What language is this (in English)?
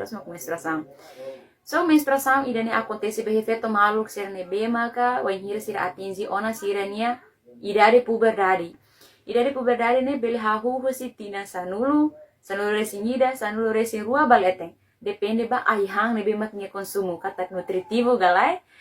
Tetum